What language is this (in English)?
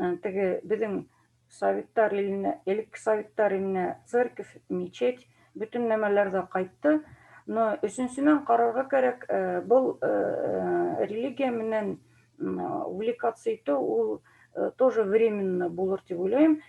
Bashkir